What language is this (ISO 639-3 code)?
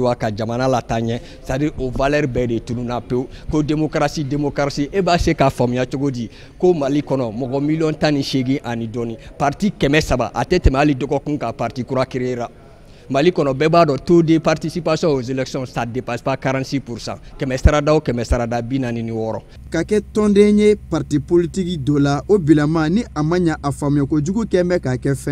bam